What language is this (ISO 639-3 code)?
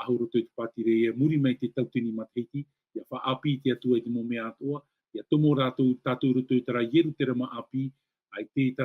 tah